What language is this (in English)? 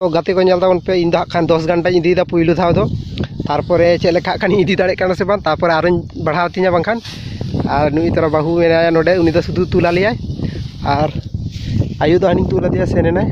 Santali